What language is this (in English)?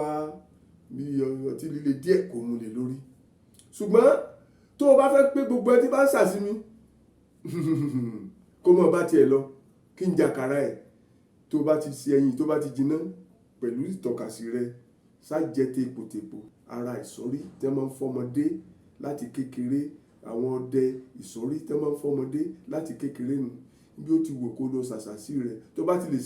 Yoruba